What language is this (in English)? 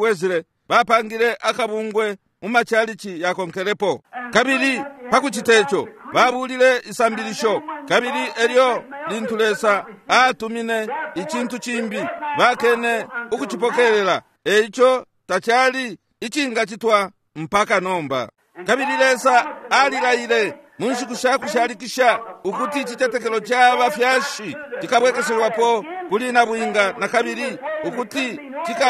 Bemba